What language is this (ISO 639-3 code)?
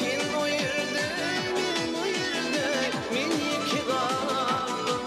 tuk